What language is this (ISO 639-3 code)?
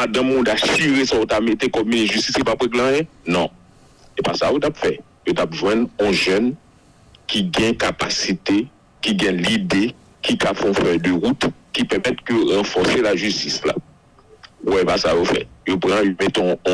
hat